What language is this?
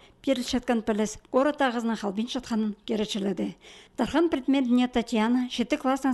Khakas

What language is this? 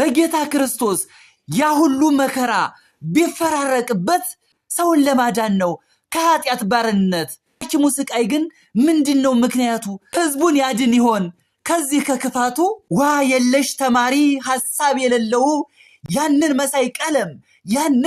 Amharic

